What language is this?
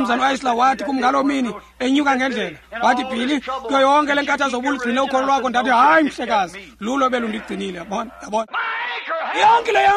Xhosa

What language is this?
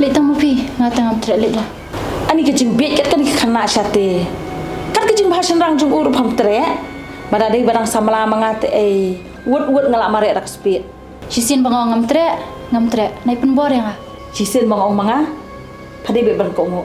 Khasi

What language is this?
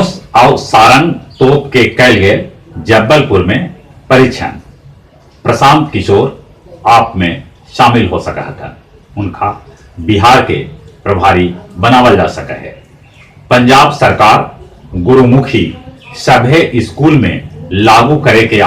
Magahi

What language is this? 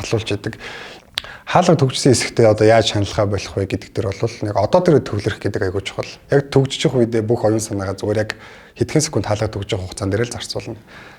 Mongolian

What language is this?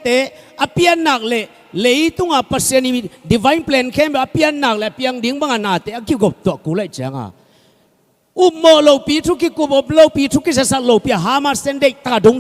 Tedim Chin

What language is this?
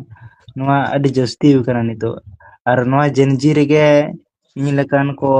Santali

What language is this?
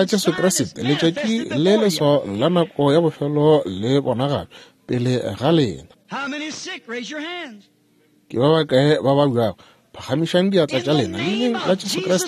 Northern Sotho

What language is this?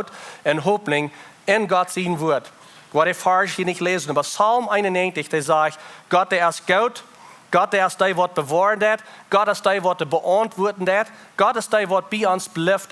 Plautdietsch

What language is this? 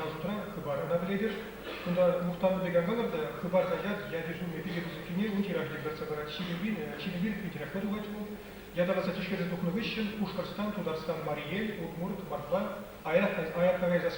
Chuvash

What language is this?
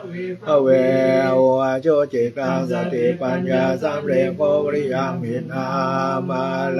Pali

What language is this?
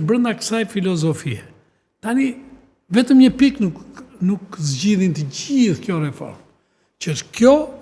Albanian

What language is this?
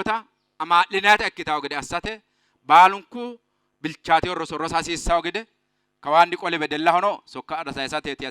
Sidamo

